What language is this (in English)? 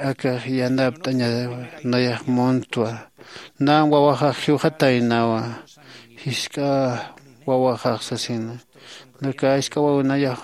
Aymara